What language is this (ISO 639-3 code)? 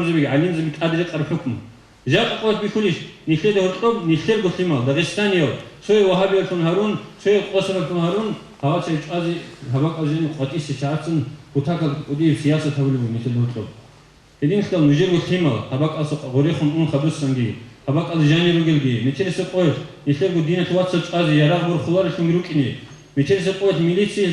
ava